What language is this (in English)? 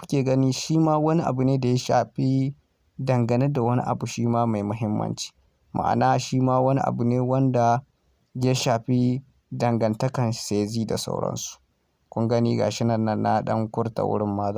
Hausa